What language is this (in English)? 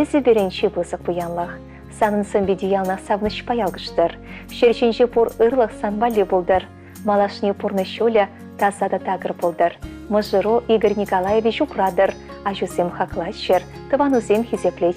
Chuvash